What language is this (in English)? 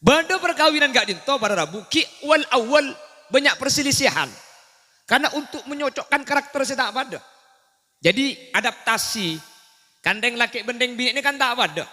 Madurese